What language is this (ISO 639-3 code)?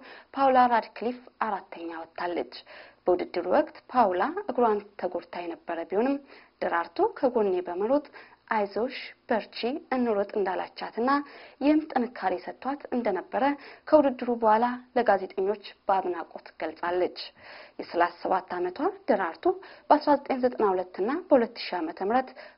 amh